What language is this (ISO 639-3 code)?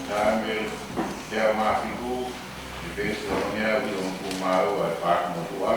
ton